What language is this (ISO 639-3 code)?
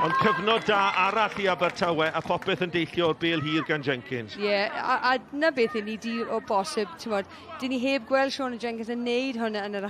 cym